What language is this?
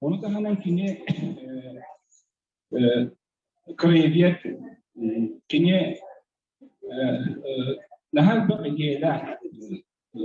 Yakut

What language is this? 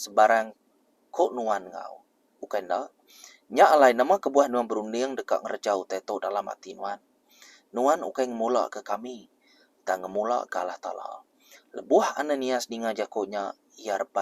Iban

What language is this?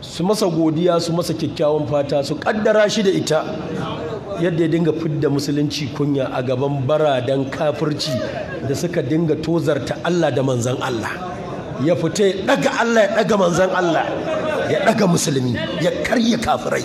Hausa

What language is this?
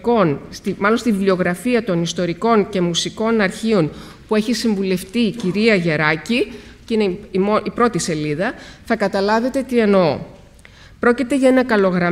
Greek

